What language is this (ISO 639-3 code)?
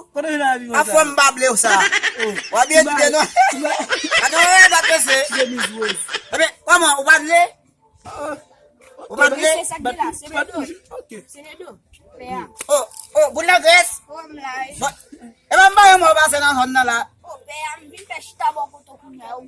hat